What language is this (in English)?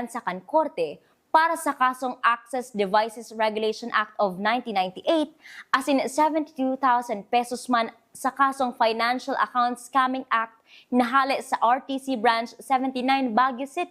Bikol